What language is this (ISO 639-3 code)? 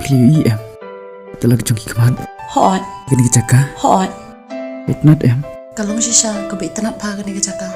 kha